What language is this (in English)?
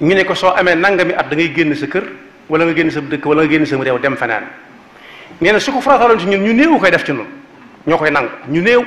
Wolof